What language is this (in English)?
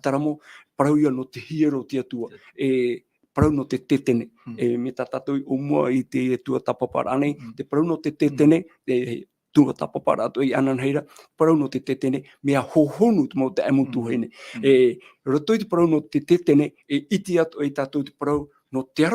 Tahitian